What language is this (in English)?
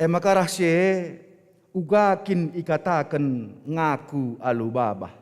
Batak Karo